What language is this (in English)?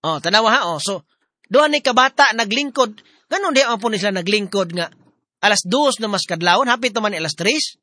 Cebuano